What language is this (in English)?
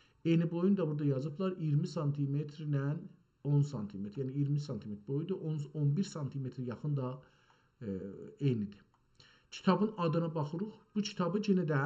South Azerbaijani